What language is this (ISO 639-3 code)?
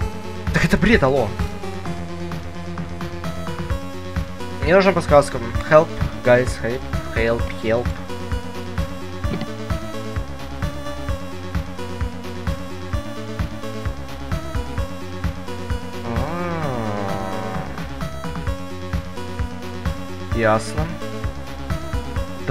rus